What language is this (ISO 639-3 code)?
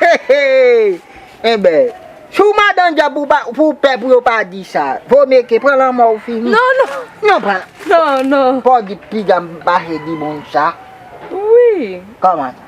hat